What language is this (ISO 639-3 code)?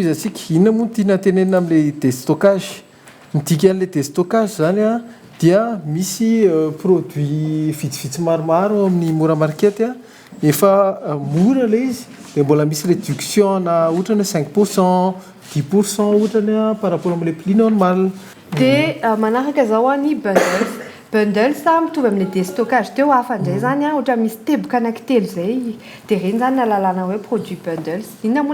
mlg